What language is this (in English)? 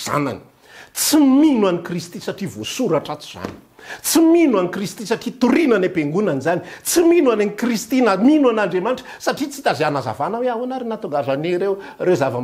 Malagasy